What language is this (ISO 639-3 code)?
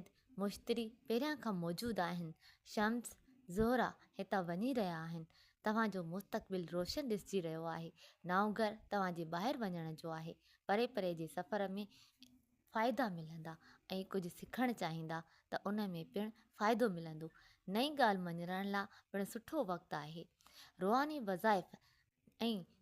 snd